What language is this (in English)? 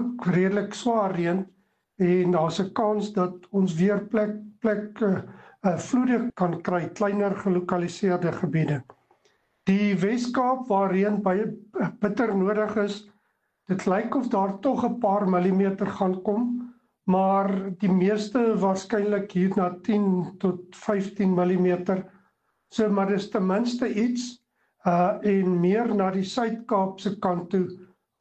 Afrikaans